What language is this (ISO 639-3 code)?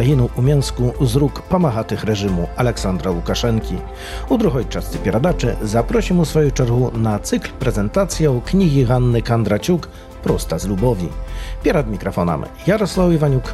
bel